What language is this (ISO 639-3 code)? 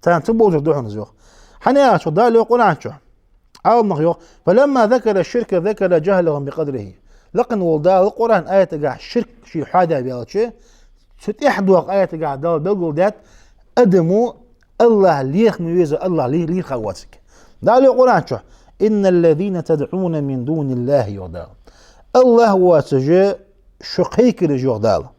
inh